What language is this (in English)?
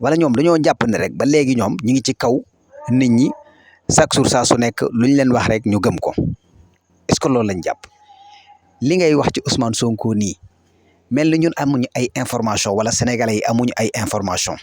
Wolof